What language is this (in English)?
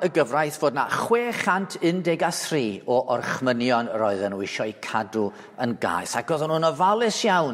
Welsh